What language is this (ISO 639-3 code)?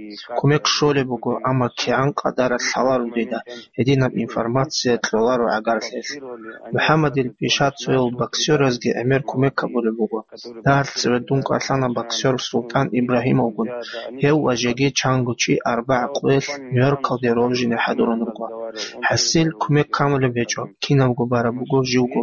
ava